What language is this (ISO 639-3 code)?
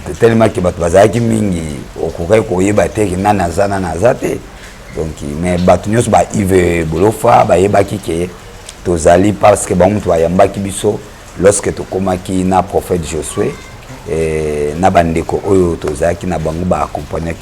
lin